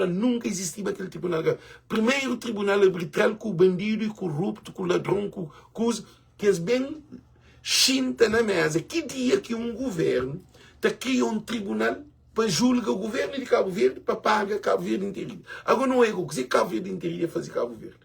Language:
Kabuverdianu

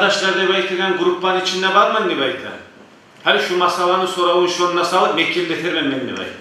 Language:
Kumyk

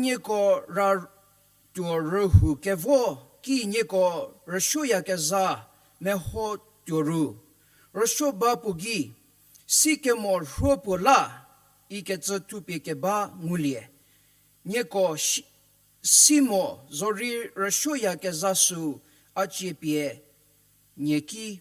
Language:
Angami Naga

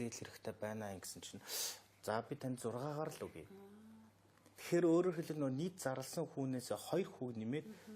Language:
Mongolian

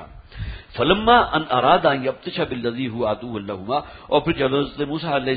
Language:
Urdu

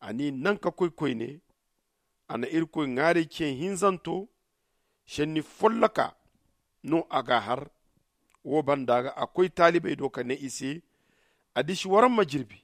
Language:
Zarma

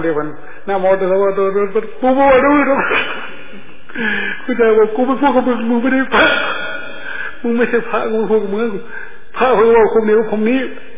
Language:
Thai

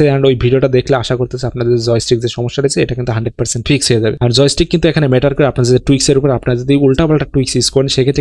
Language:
Bangla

